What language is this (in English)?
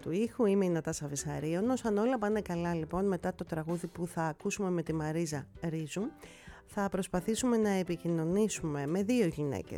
Greek